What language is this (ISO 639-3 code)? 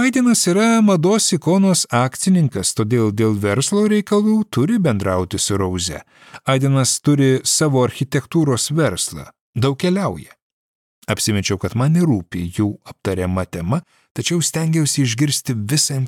lit